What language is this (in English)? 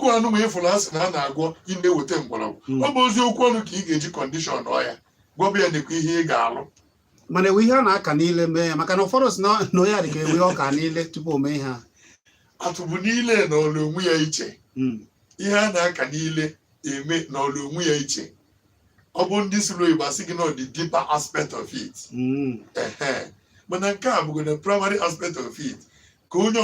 Igbo